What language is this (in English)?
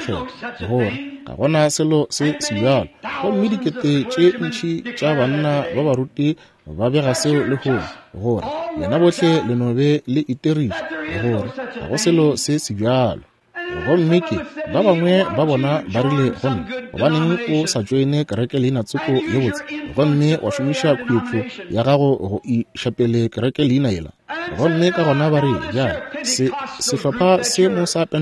Northern Sotho